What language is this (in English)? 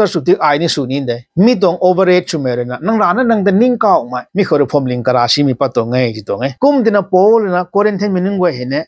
Rongmei Naga